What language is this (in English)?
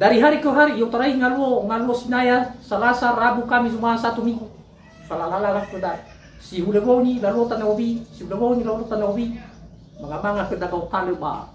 Nias